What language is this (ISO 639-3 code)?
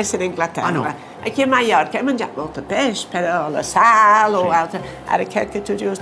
cat